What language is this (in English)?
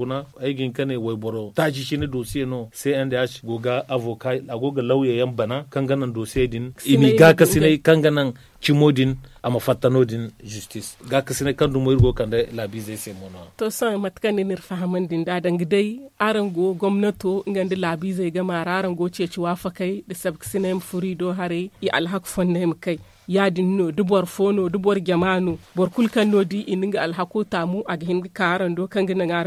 Zarma